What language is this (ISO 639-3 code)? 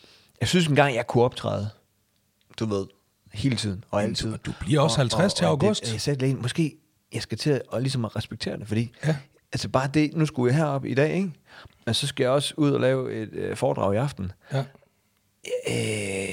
dan